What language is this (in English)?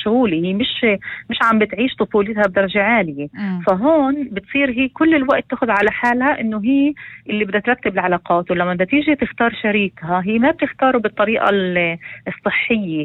North Levantine Arabic